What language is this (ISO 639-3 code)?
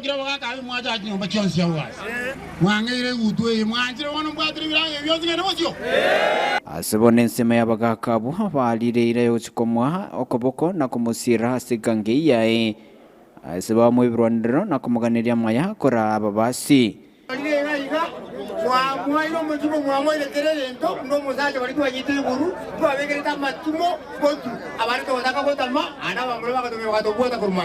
guz